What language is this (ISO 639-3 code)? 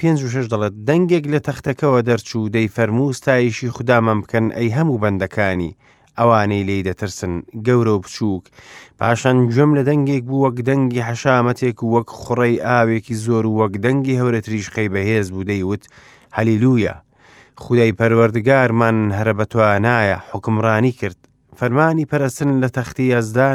ckb